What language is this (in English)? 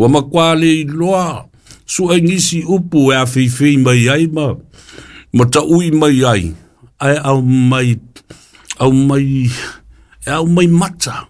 Samoan